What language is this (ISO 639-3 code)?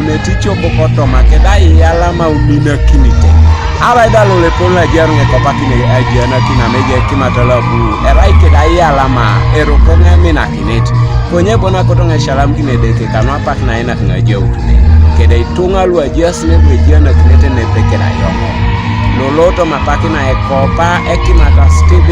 teo